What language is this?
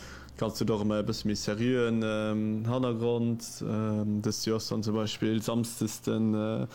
Luxembourgish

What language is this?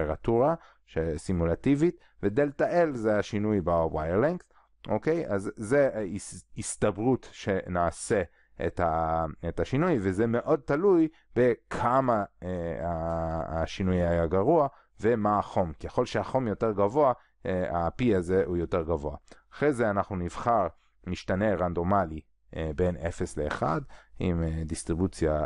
Hebrew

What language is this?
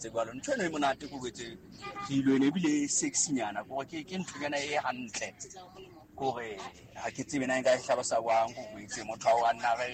Southern Sotho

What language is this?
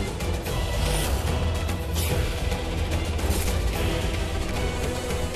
Bhojpuri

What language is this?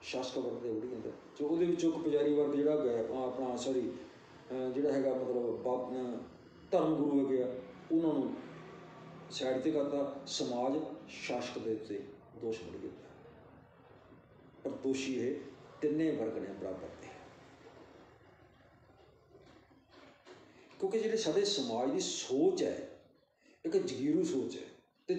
Punjabi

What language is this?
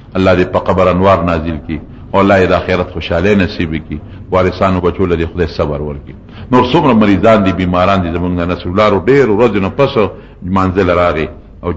Pashto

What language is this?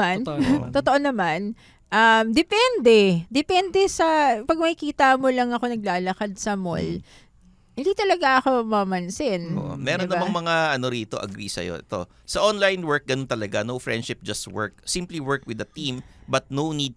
Filipino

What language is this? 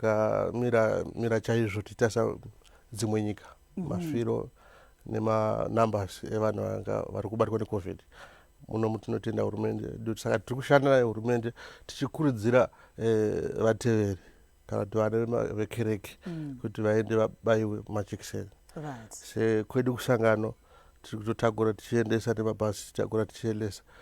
Shona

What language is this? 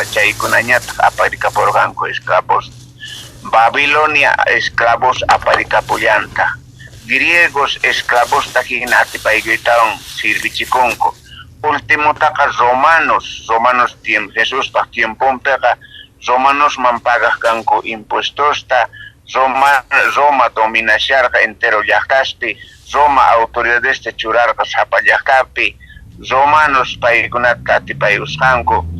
South Bolivian Quechua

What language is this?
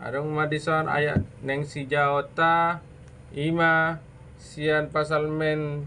Batak Toba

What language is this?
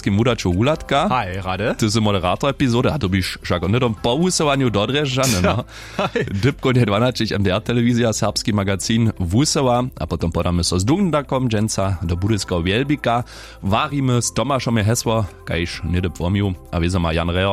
Upper Sorbian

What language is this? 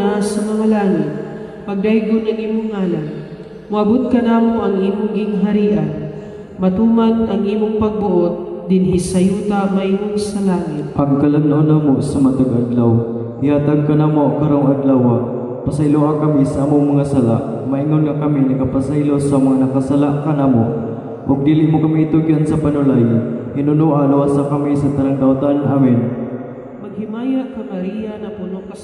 Cebuano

